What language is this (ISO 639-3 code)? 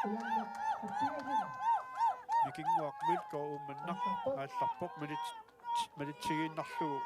kal